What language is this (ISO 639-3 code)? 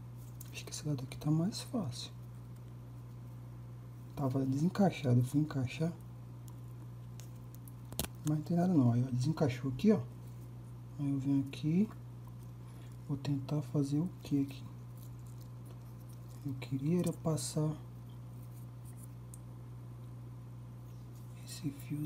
por